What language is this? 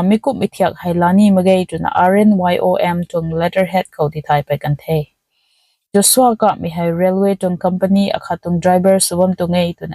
Rongmei Naga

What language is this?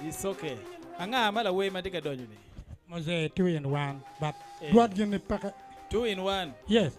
Acoli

